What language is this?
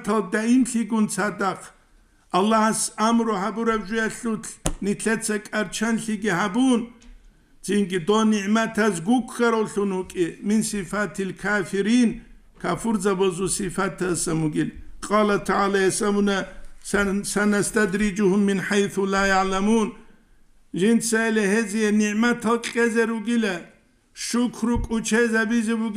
Avaric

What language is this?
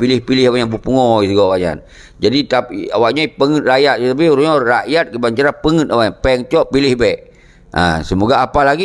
Achinese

